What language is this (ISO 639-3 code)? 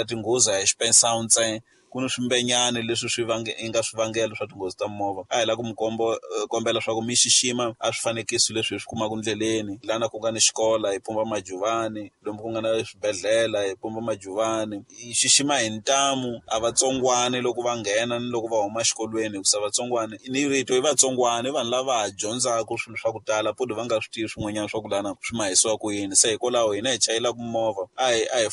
tso